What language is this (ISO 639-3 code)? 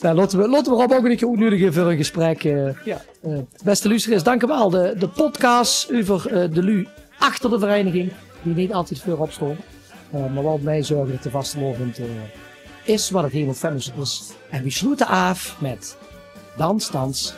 lim